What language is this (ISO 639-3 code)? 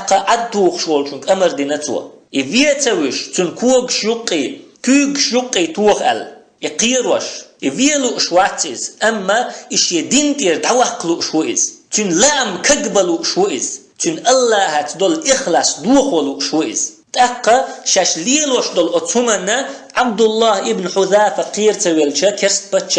che